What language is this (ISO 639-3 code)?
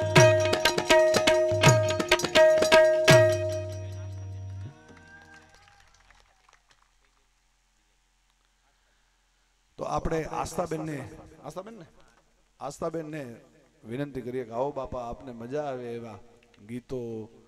guj